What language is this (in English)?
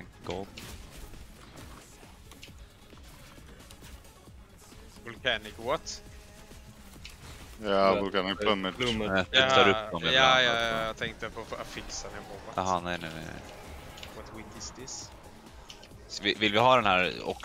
Swedish